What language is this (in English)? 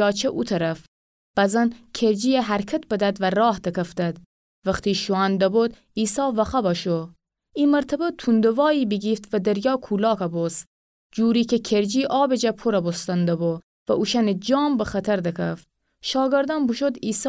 Gilaki